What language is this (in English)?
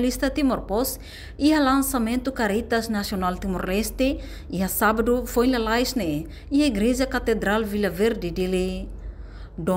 Tetum